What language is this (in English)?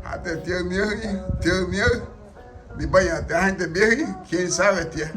Garifuna